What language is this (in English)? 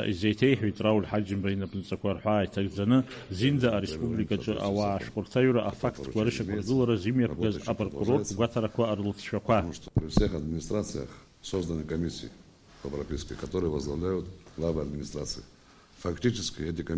Abkhazian